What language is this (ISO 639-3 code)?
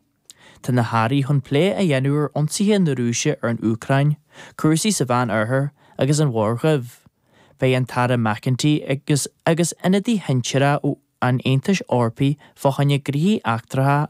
gle